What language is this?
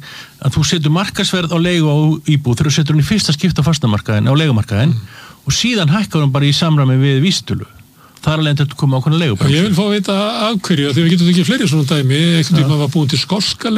Icelandic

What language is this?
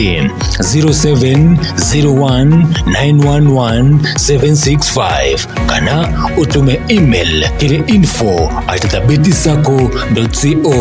Meru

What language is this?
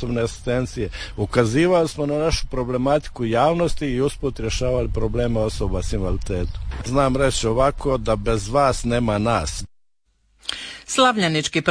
Croatian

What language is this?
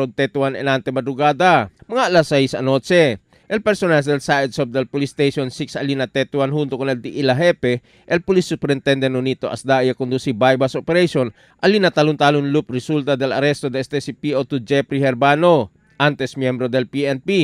Chavacano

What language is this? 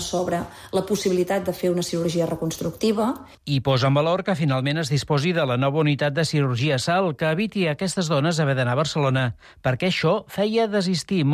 Catalan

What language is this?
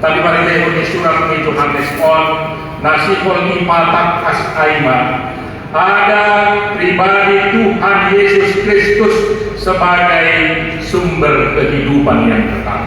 Batak Simalungun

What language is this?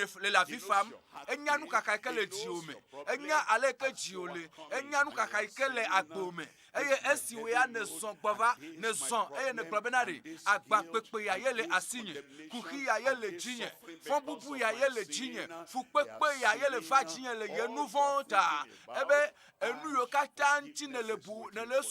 Ewe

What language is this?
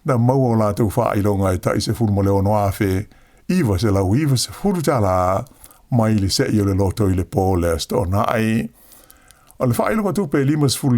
Samoan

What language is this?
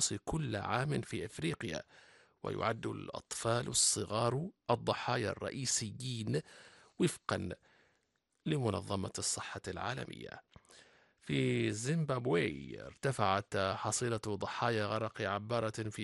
Arabic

